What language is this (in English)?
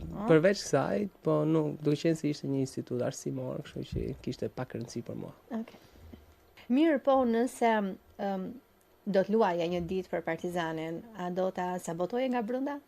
Albanian